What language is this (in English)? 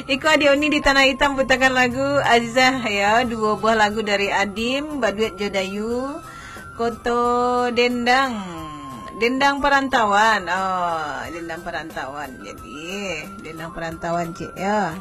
Minangkabau